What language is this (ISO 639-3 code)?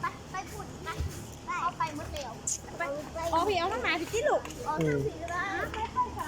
lao